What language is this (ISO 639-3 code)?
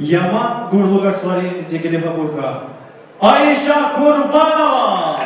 tab